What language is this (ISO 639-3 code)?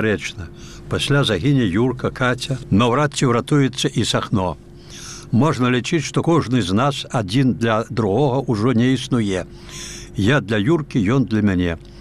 bel